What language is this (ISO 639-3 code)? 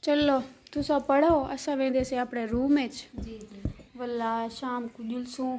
skr